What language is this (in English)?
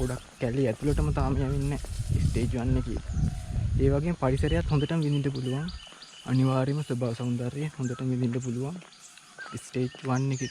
Sinhala